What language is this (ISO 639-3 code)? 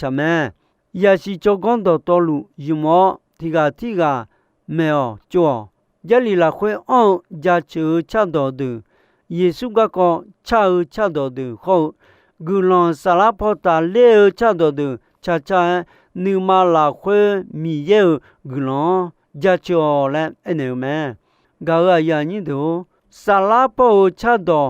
ahk